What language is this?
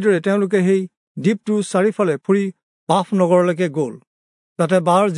Assamese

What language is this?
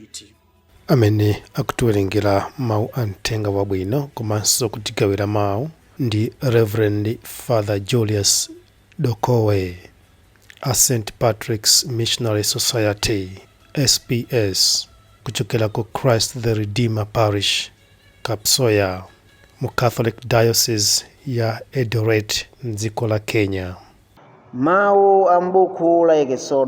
Nyanja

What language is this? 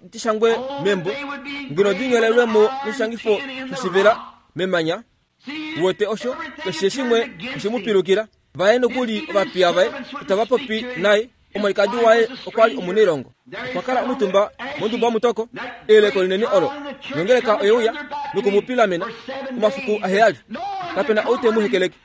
Kuanyama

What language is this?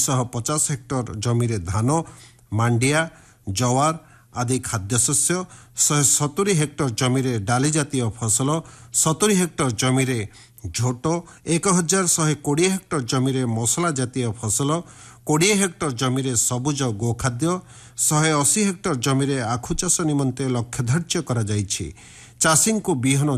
Odia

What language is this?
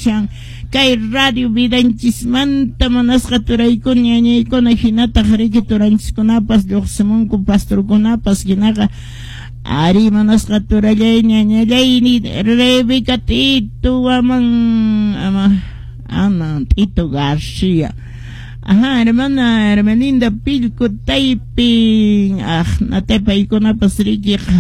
Quechua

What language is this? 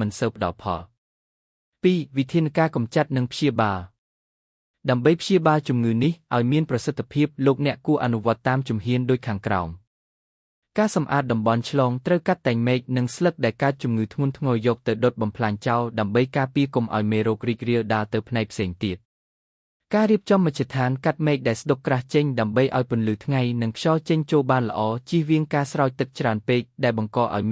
Khmer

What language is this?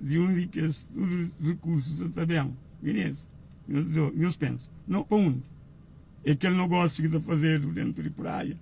Kabuverdianu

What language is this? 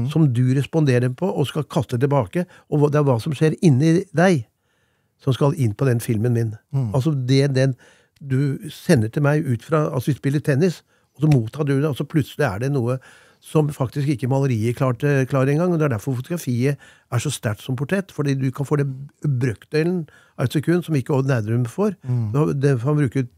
Norwegian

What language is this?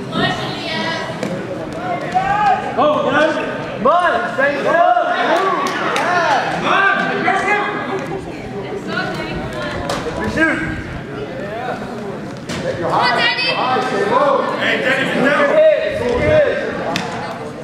English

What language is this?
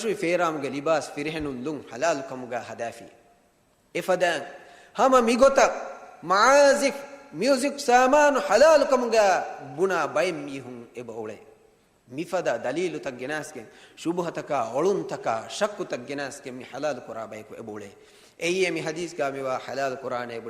Divehi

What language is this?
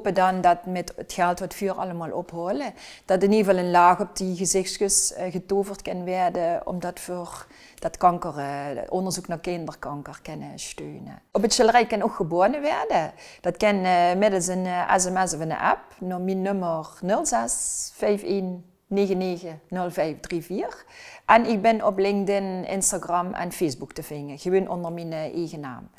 Limburgish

